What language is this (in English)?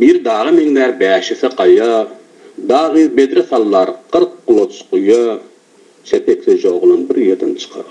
Turkmen